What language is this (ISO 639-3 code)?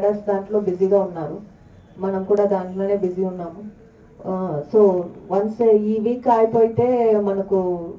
tel